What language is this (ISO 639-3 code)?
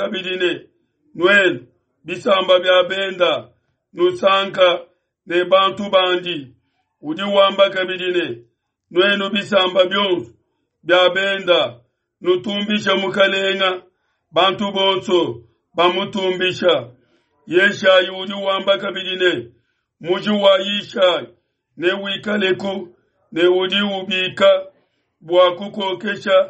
lua